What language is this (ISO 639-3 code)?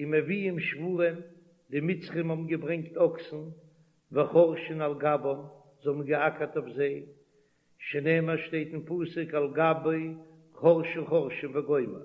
yid